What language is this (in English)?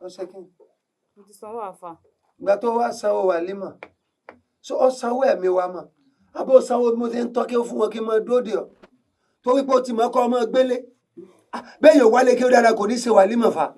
Yoruba